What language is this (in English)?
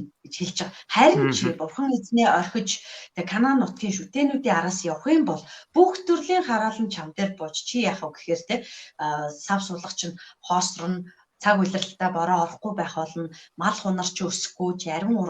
Mongolian